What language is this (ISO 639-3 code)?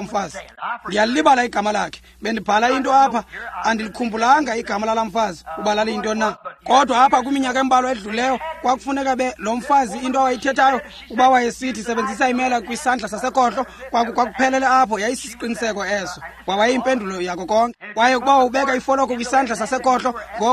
xho